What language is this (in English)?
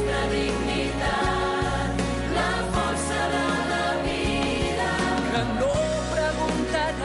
Catalan